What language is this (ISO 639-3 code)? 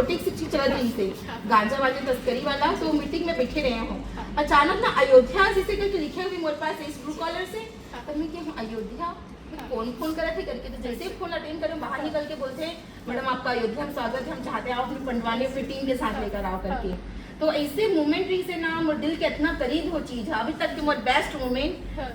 hne